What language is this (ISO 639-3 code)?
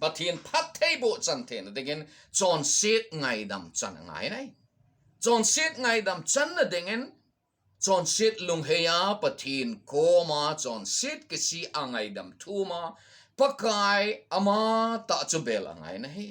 tcz